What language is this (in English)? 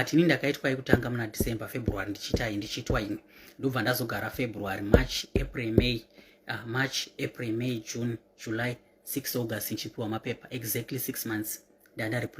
Shona